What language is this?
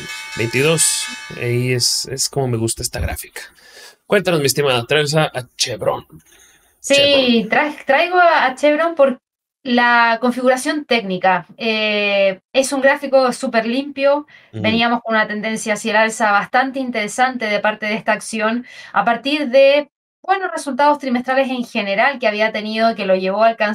Spanish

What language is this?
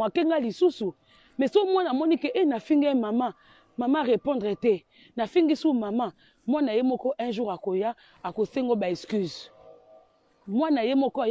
Lingala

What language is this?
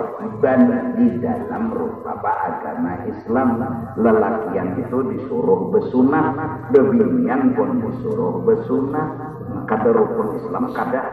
Banjar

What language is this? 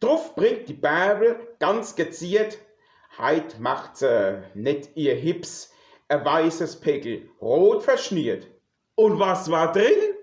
Palatine German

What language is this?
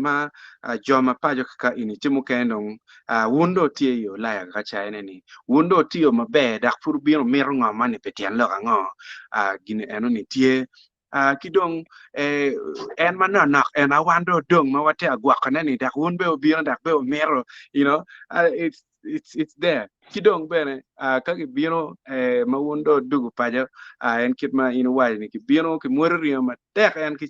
Acoli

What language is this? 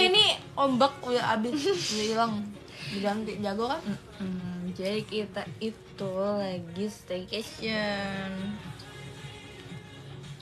Indonesian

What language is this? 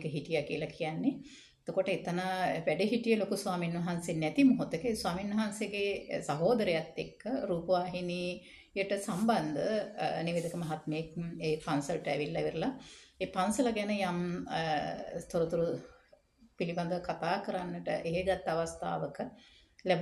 Sinhala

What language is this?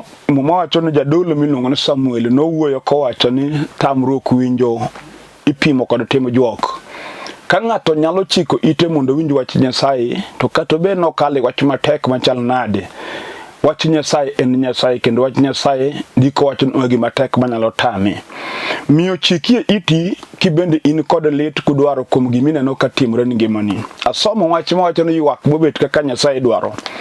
Luo (Kenya and Tanzania)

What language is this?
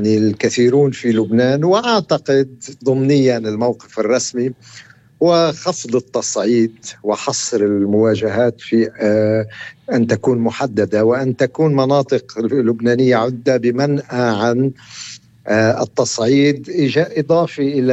North Levantine Arabic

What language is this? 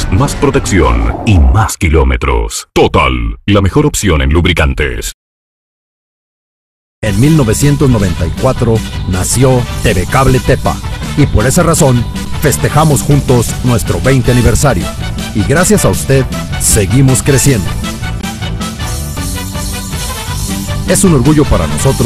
Spanish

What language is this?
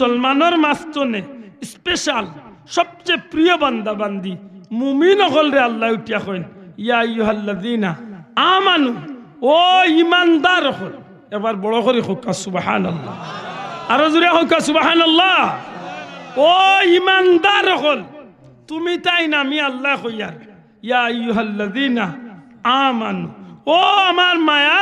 Sylheti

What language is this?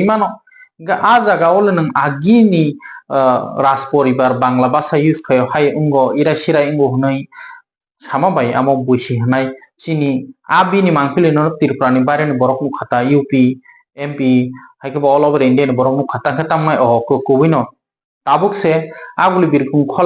Kok Borok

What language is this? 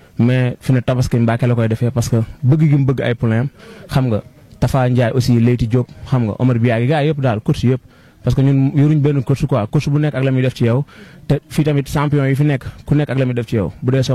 Wolof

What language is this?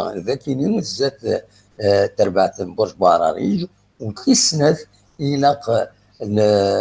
Kabyle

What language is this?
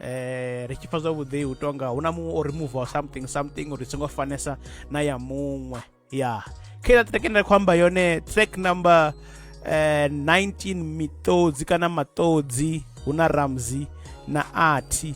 Venda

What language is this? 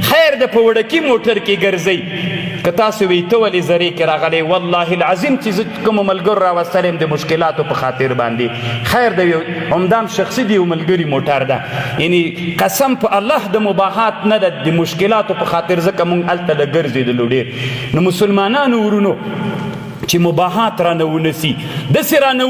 Pashto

